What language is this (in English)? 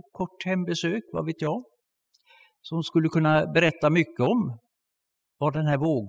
Swedish